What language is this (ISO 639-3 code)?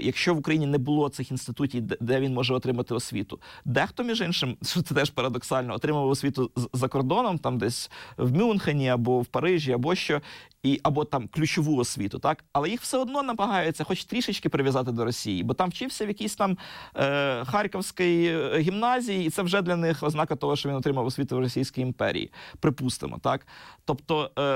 ukr